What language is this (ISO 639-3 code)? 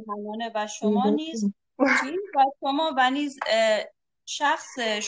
fas